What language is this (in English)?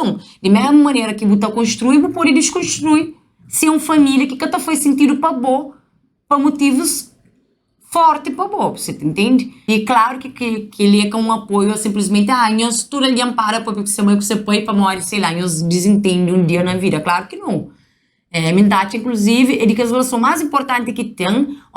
Kabuverdianu